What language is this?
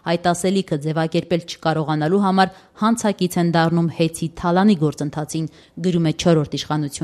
Armenian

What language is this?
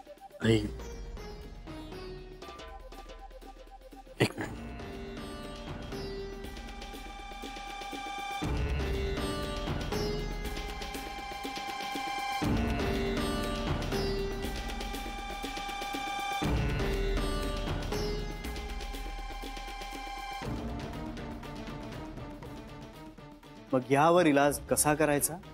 Marathi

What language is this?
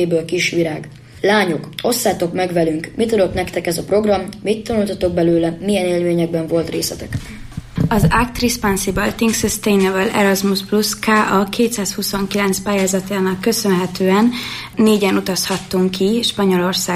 Hungarian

